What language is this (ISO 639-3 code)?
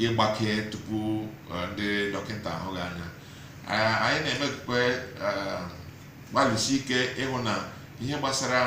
ibo